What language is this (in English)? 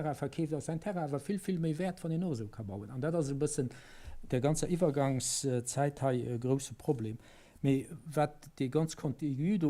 Luxembourgish